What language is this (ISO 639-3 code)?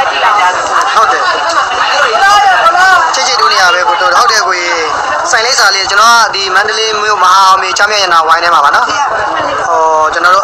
mya